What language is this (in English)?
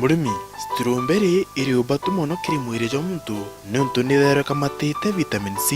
Meru